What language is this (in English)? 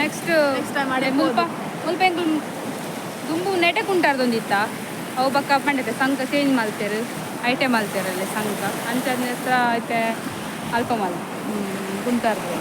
Tulu